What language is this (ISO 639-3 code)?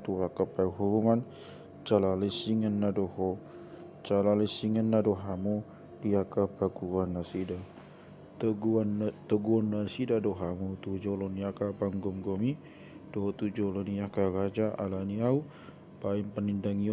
bbc